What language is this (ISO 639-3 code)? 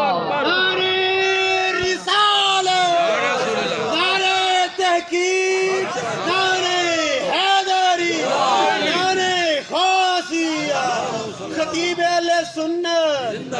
skr